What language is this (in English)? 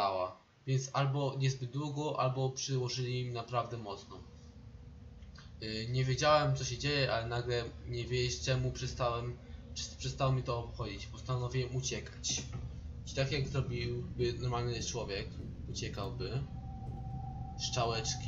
Polish